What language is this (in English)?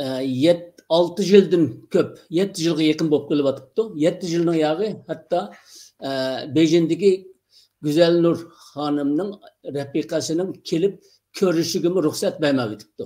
Uyghur